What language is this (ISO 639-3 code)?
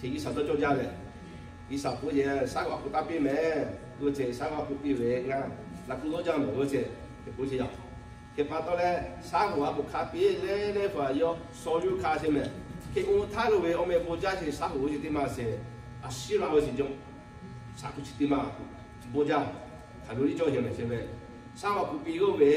lhu